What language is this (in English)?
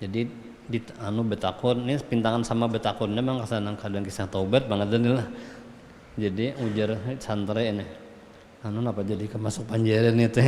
Banjar